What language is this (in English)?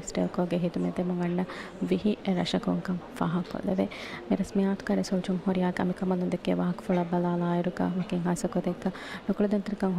Divehi